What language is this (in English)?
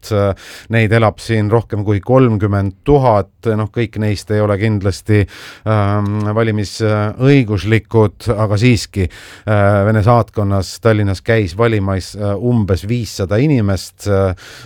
Estonian